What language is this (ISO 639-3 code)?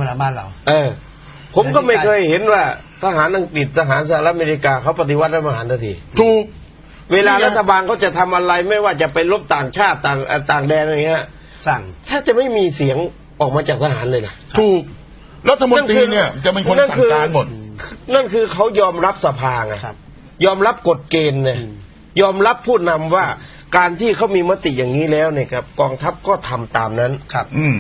tha